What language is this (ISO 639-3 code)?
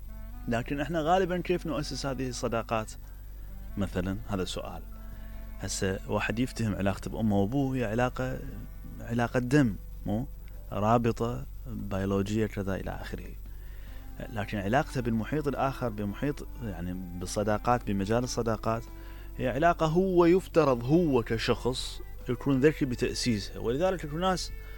acm